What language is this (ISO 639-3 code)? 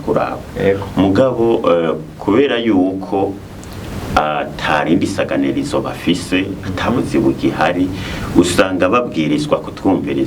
run